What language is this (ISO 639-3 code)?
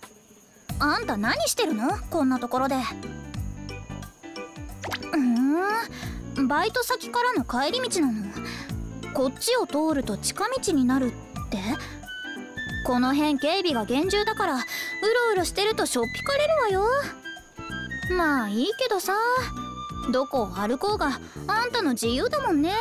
jpn